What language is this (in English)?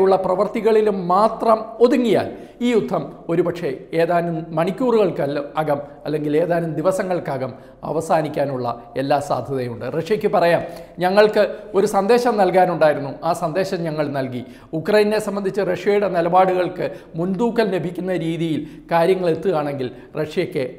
Malayalam